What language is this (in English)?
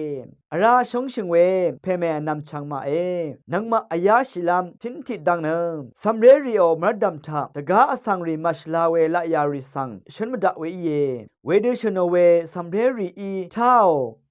Rawang